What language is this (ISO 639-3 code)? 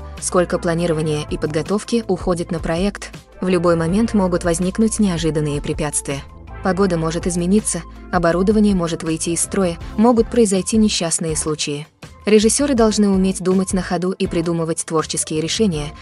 rus